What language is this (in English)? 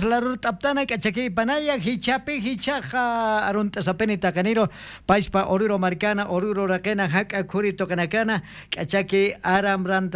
South Bolivian Quechua